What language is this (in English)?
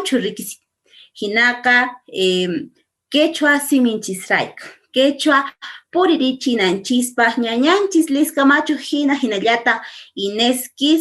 Quechua